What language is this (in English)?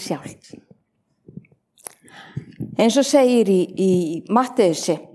Icelandic